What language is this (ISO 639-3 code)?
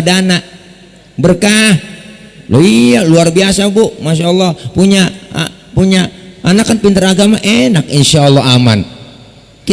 bew